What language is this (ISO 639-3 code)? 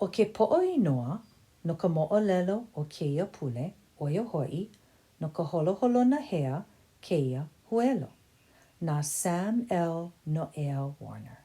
haw